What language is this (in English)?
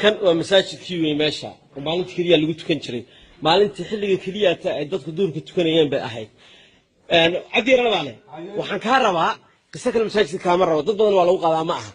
Somali